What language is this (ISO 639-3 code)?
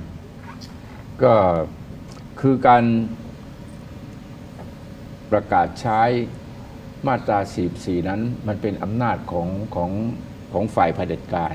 tha